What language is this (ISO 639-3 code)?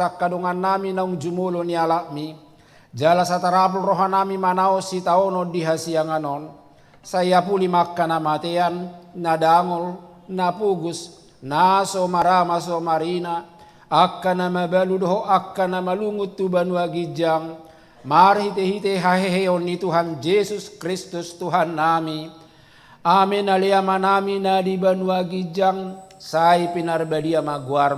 bbc